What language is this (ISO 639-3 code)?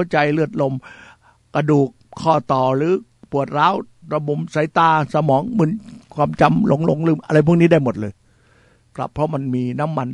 tha